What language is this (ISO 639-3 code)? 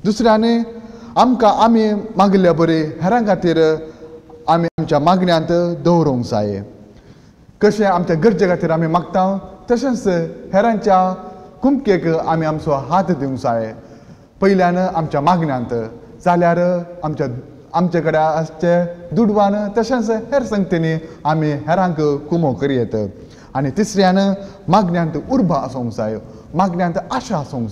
kok